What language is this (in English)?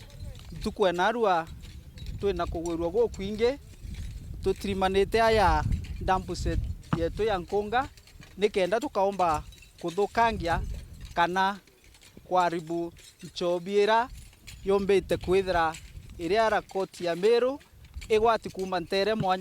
Meru